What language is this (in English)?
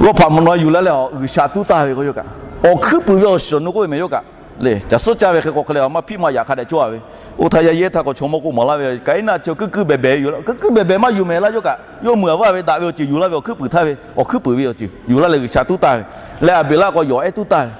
Lahu